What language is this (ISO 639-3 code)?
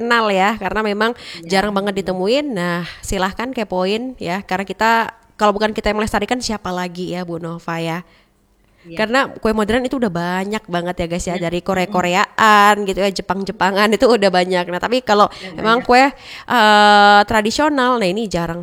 ind